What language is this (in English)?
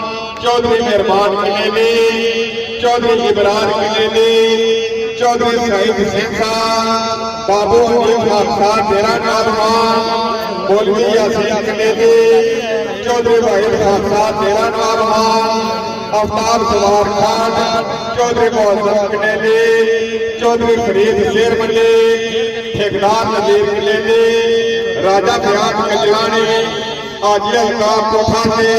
Pahari-Potwari